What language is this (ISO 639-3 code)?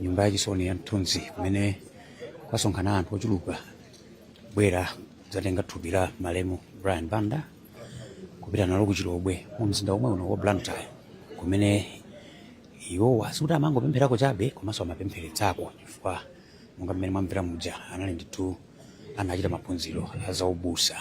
nya